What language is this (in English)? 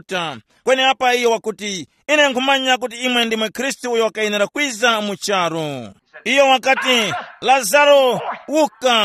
Tumbuka